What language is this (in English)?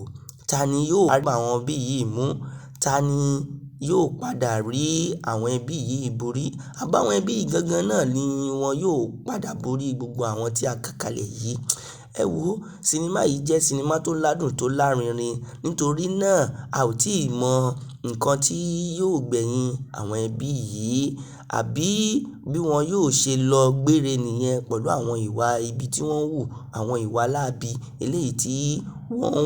Yoruba